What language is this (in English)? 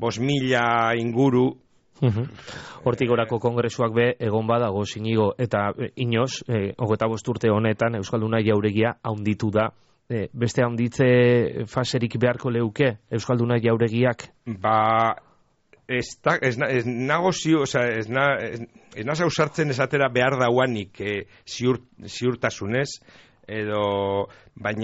Basque